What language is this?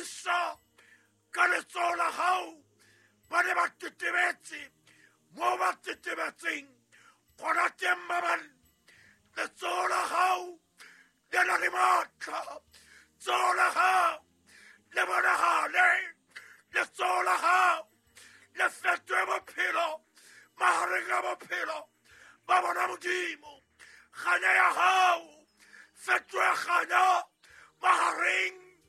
Southern Sotho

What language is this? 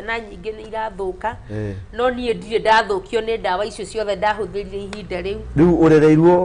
Kikuyu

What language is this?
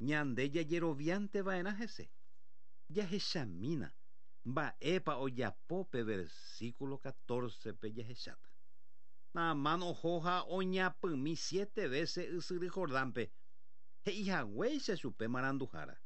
Guarani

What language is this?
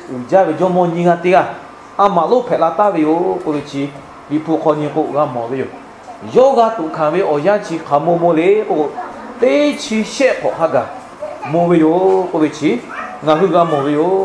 Lahu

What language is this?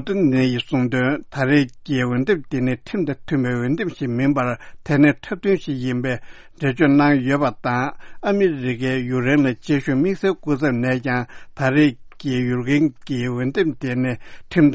Tibetan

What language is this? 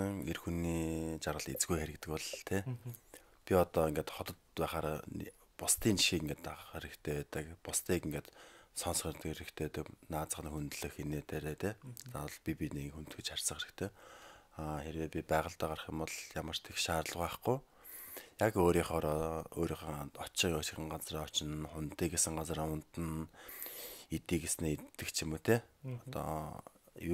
Mongolian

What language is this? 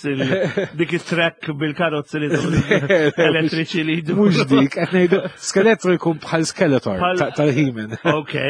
Maltese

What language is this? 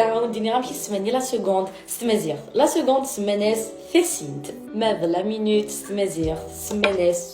Kabyle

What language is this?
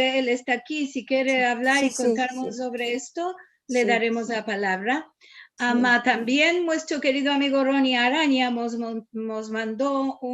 Ladino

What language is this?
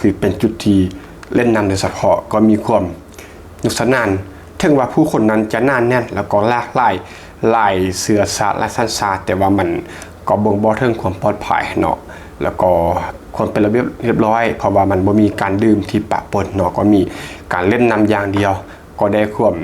Lao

